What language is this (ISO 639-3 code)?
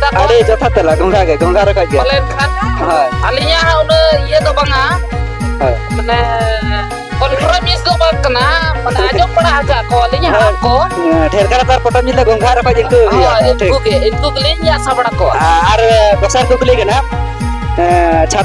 sat